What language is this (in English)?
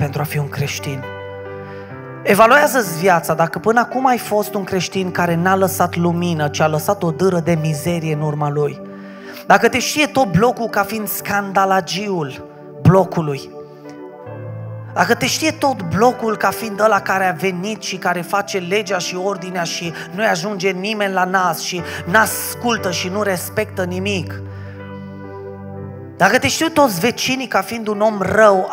Romanian